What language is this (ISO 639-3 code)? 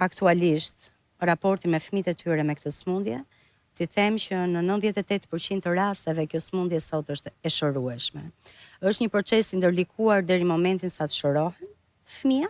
sqi